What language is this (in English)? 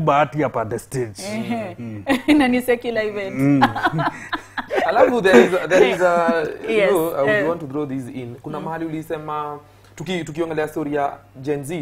Swahili